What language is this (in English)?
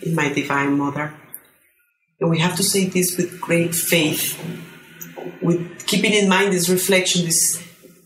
English